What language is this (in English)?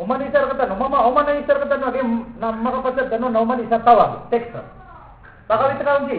Maranao